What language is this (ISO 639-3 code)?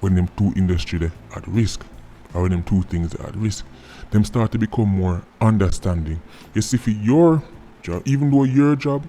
jam